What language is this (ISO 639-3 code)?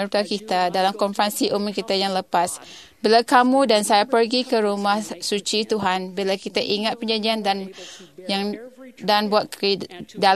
msa